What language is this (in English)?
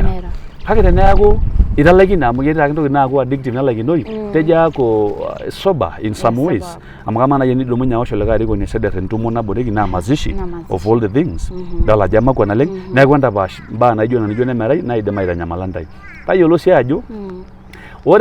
Masai